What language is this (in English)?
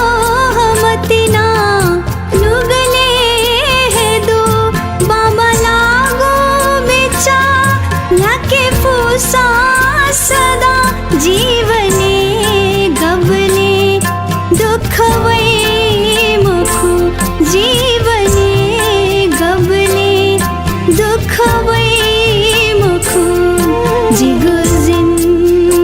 Newari